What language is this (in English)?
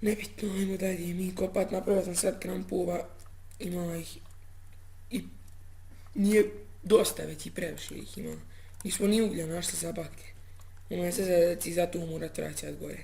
Bosnian